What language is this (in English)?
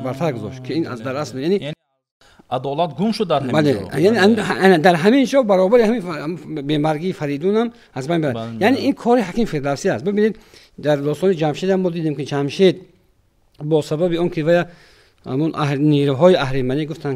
Tajik